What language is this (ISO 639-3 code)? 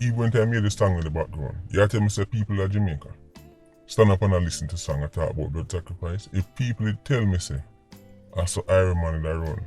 jam